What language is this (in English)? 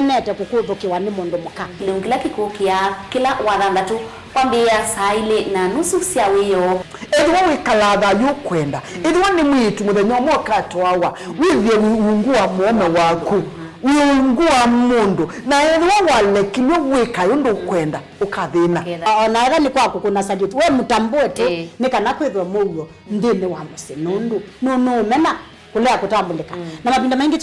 Kamba